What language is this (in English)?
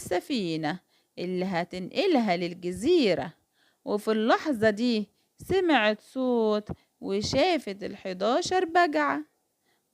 Egyptian Arabic